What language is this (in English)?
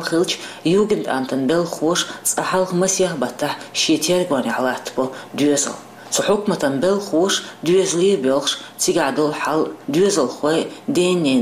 Chechen